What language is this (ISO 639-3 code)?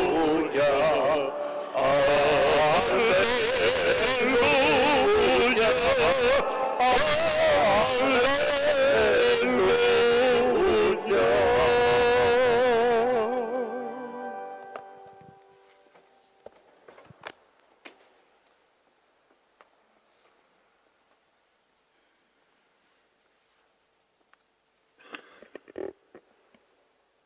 eus